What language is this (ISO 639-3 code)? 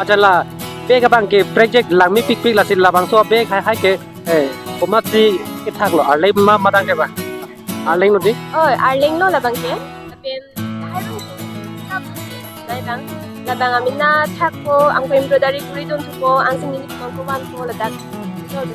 mjw